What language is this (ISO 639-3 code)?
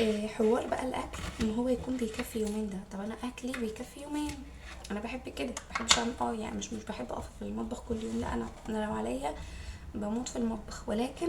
arz